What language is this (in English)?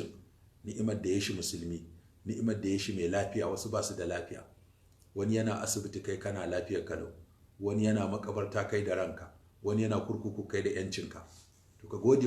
Hausa